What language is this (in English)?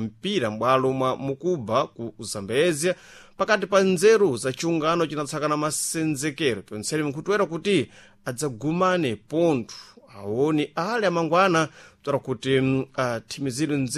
Sena